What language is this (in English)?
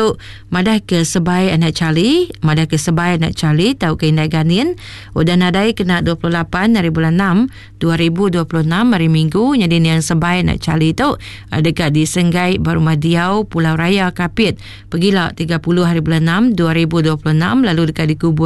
Iban